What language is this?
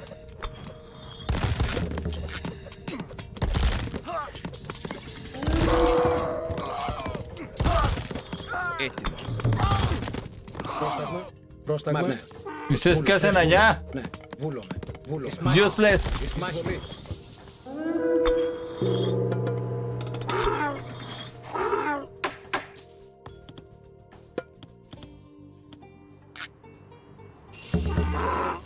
Greek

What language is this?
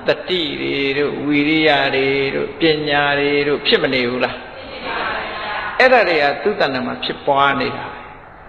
Burmese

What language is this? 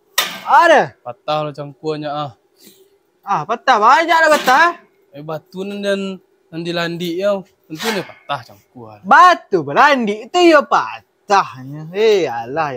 Minangkabau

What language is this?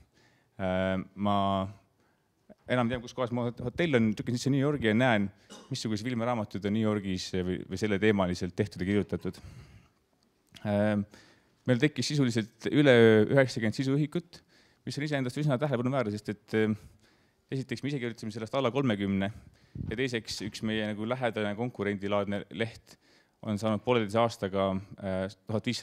Estonian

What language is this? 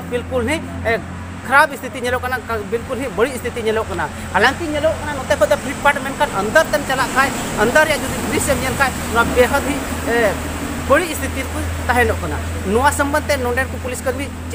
Santali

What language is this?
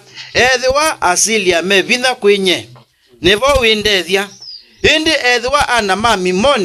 Kamba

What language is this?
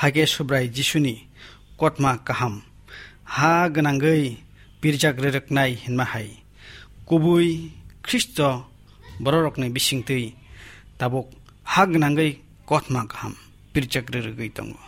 Kok Borok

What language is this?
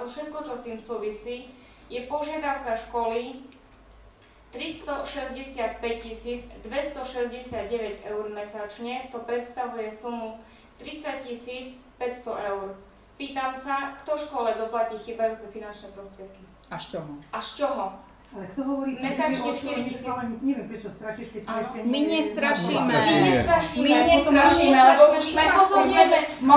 Slovak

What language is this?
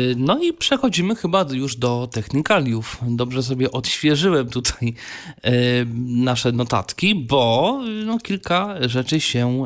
Polish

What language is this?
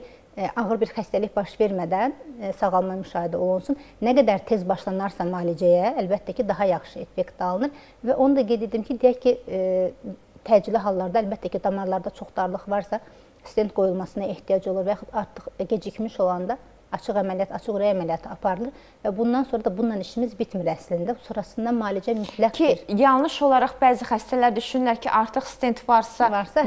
Azerbaijani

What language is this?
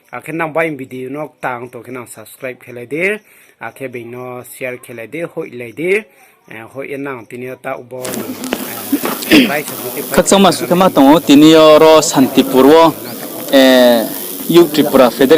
Riang (India)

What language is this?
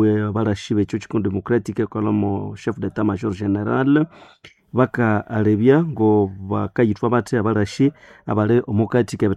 Nande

